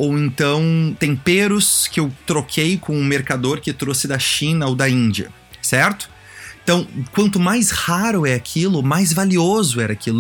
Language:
Portuguese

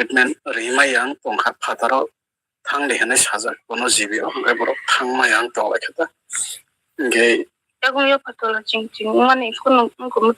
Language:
Kok Borok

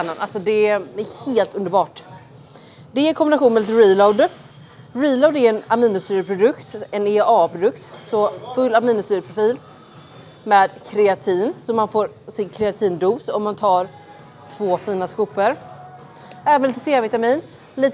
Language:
Swedish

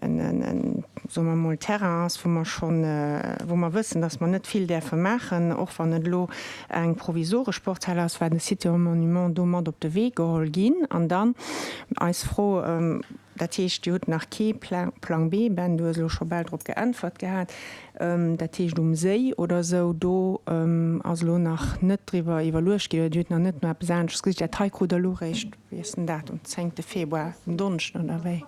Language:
Luxembourgish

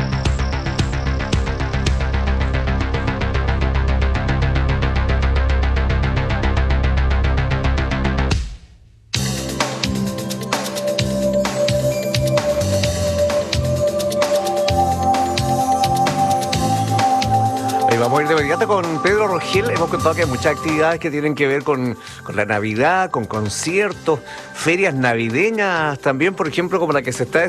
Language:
Spanish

